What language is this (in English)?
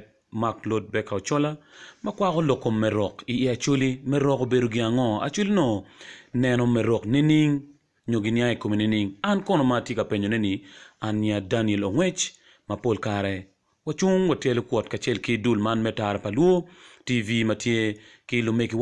Acoli